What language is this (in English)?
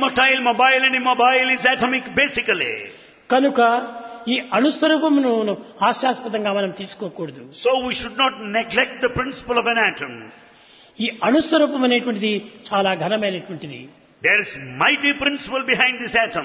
Telugu